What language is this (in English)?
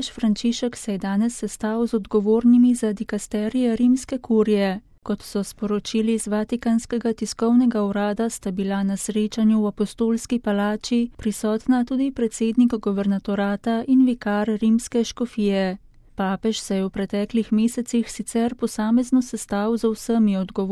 Slovenian